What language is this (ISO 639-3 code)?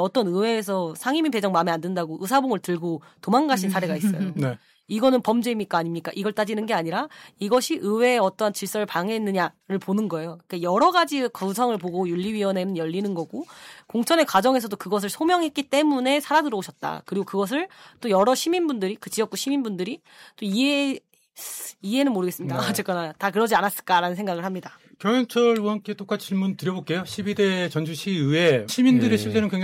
kor